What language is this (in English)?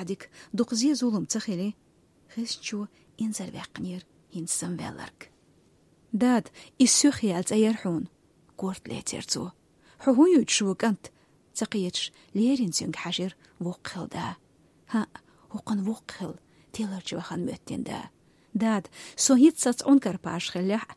Chechen